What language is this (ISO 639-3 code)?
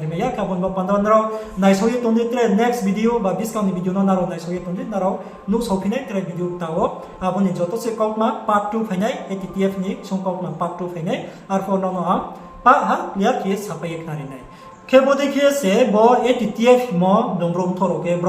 ria